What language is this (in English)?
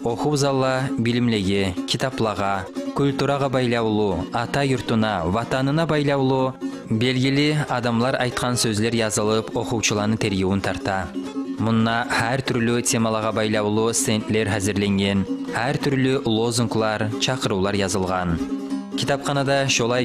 Kumyk